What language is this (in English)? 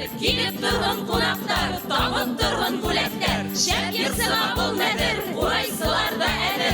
Bashkir